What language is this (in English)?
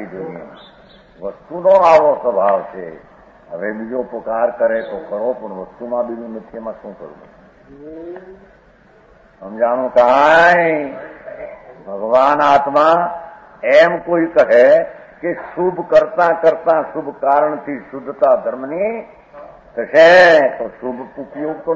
Gujarati